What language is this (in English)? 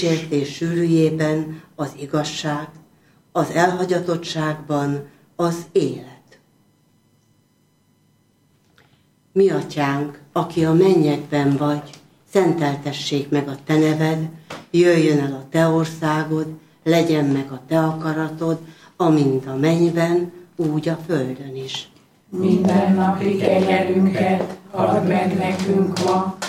Hungarian